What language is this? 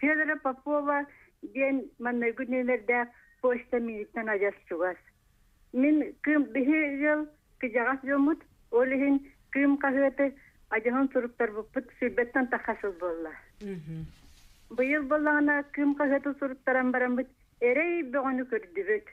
Yakut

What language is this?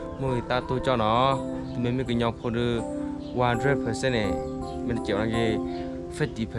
S'gaw Karen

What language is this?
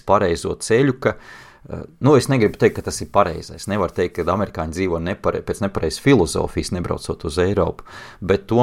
Latvian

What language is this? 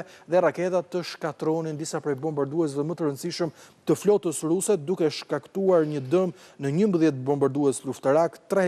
Albanian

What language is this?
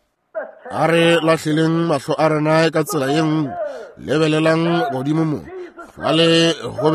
Northern Sotho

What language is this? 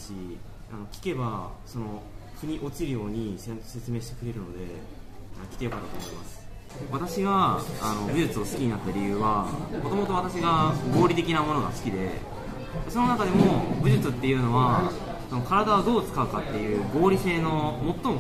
Japanese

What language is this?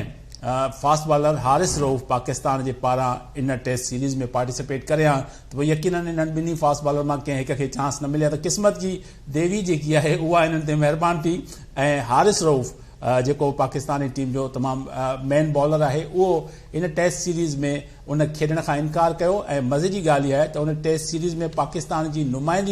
Sindhi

